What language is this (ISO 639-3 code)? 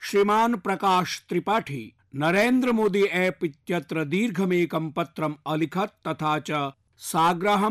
san